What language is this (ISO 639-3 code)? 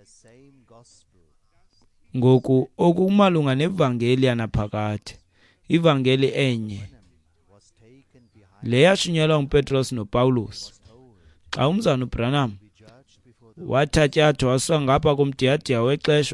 xho